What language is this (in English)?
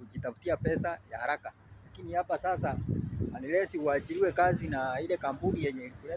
Swahili